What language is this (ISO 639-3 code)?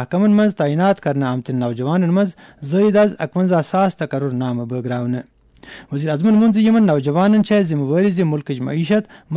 kas